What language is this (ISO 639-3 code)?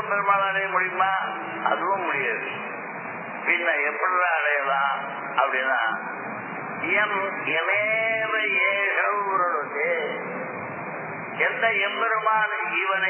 tam